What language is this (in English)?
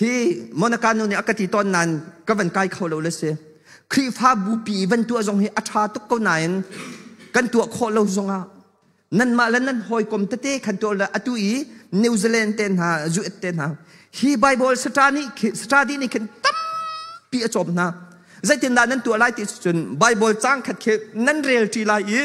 Hakha Chin